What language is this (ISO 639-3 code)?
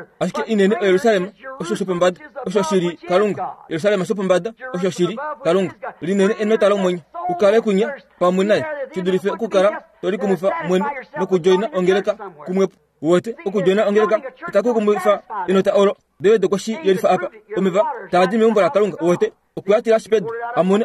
kua